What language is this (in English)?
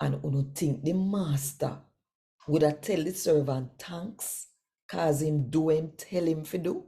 Jamaican Creole English